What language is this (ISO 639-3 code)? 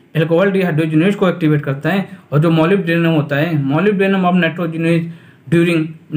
hin